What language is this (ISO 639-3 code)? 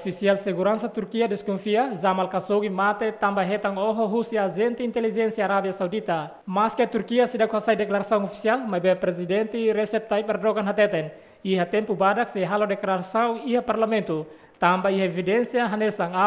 tet